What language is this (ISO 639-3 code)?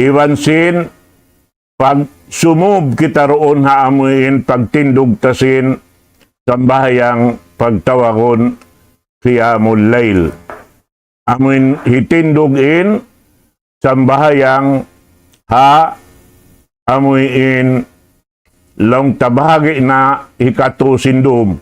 tsg